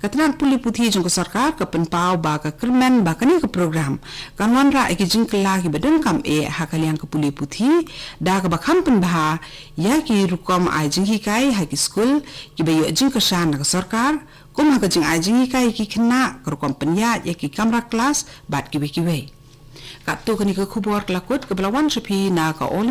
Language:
Khasi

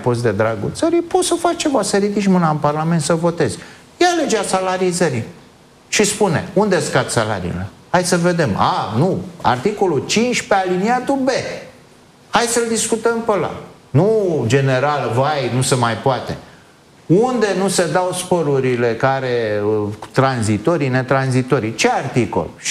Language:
Romanian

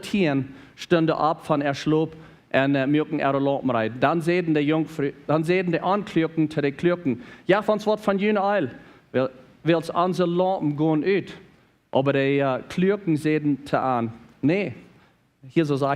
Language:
Plautdietsch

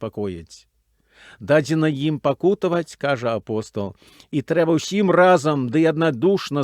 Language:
Belarusian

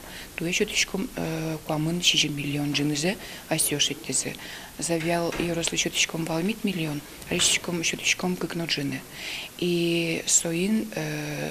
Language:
Udmurt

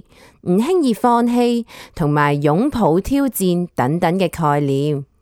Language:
Cantonese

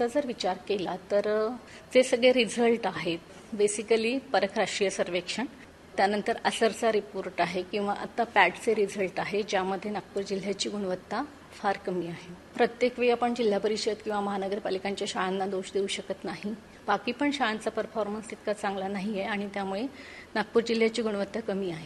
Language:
Marathi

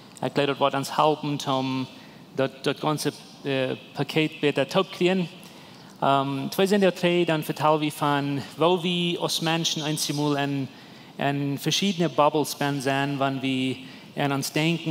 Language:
Plautdietsch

